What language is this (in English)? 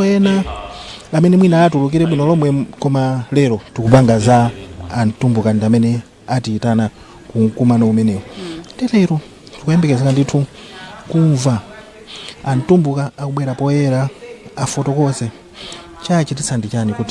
Nyanja